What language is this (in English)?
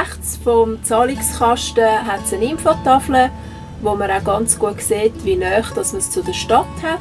Swiss German